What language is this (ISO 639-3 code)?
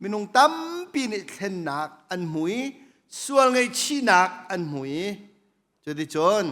cnh